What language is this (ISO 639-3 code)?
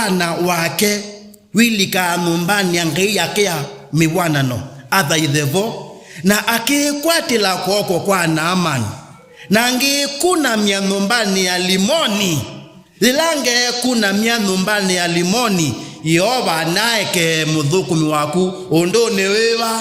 kam